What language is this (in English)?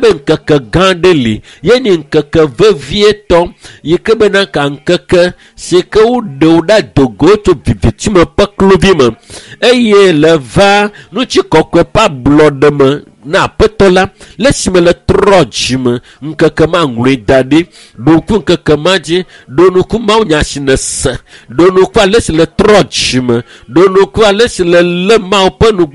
Ewe